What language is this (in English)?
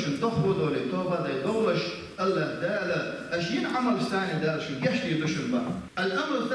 Chechen